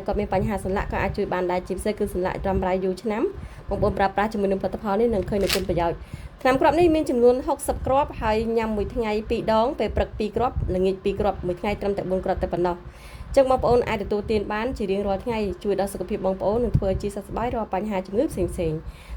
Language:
Khmer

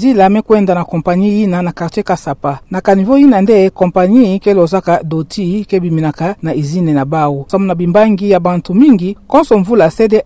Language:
Kituba (Democratic Republic of Congo)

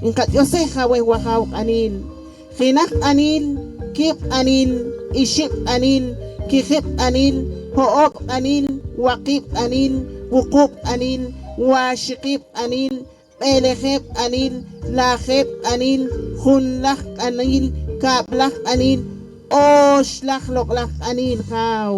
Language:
Poqomchi'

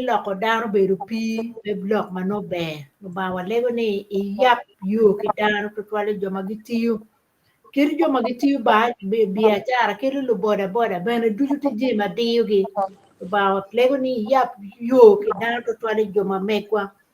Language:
Acoli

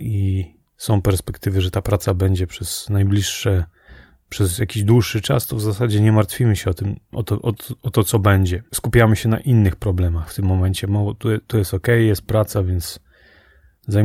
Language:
Polish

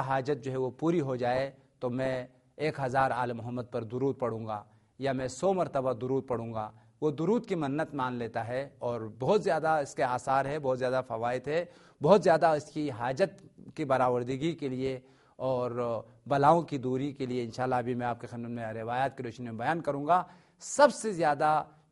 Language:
Urdu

